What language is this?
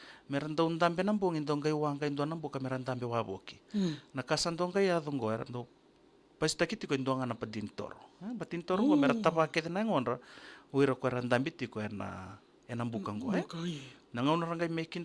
Fijian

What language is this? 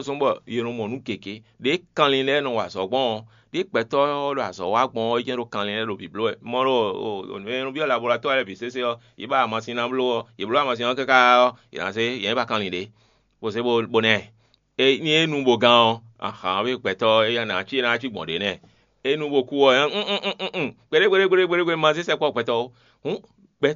Fon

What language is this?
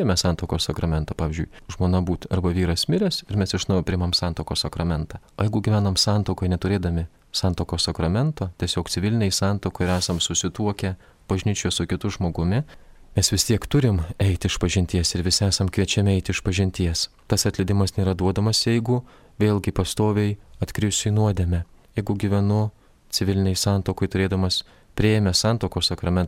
Lithuanian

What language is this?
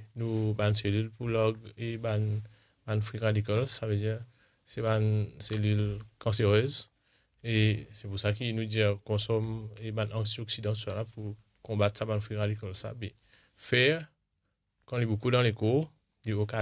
Morisyen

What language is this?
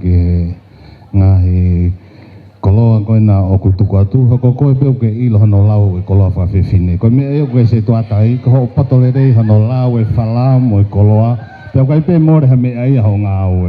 Tongan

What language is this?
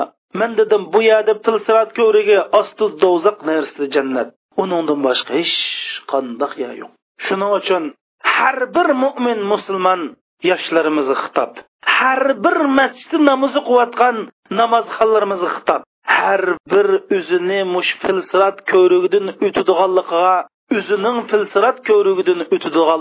Uyghur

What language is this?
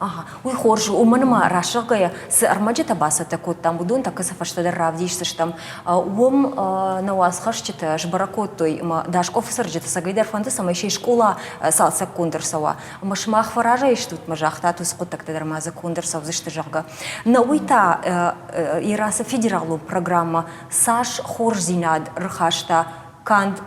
Ossetic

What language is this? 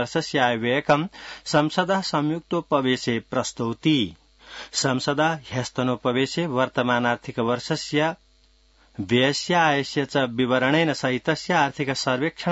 Sanskrit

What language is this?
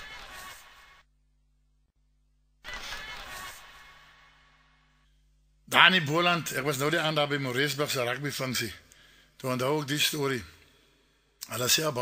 Afrikaans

